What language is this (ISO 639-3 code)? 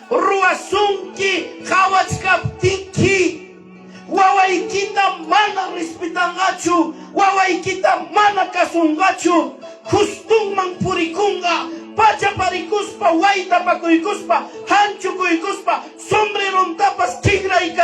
quy